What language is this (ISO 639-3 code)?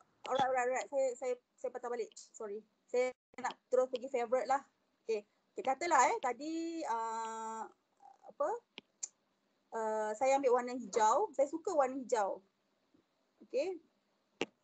msa